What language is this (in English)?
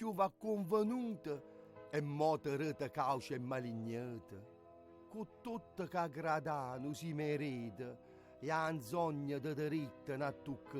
Neapolitan